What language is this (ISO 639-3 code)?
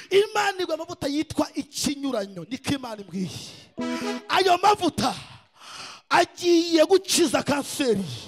kin